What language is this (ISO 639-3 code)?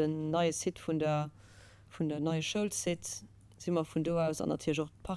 ltz